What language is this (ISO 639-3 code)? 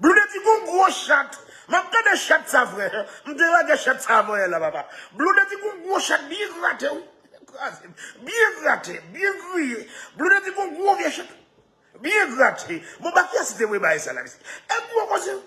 hat